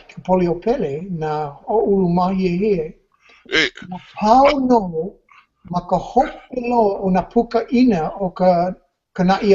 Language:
Hawaiian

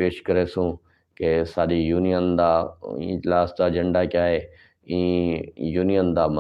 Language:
Saraiki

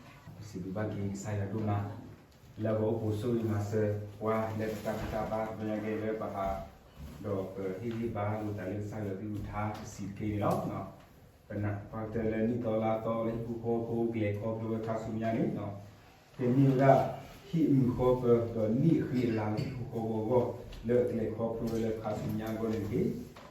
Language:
S'gaw Karen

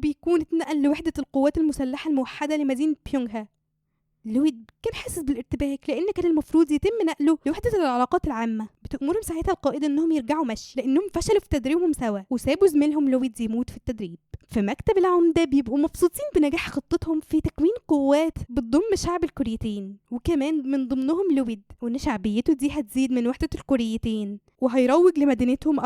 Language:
Egyptian Arabic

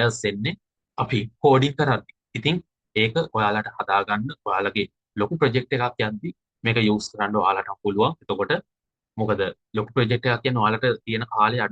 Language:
Sinhala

